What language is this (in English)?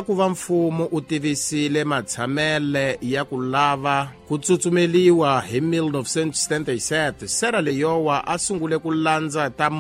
Tsonga